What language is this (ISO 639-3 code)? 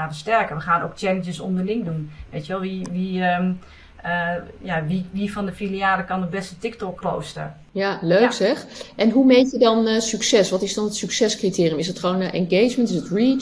nld